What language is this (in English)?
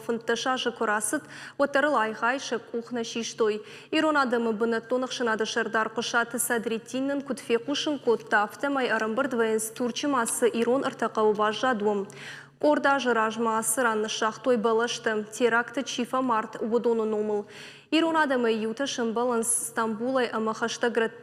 Ossetic